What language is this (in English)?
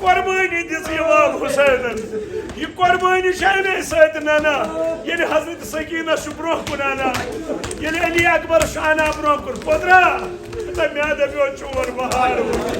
Kashmiri